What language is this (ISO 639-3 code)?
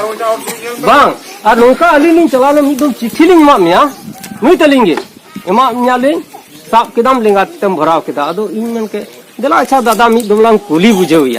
sat